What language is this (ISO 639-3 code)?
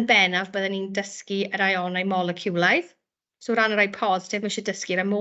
cym